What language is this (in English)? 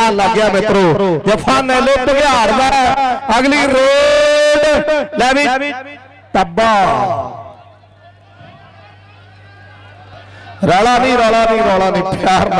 Punjabi